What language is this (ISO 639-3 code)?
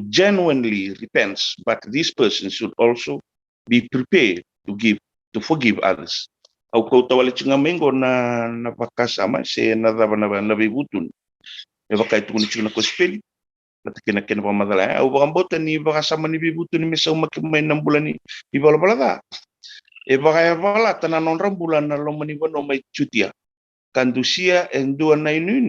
fij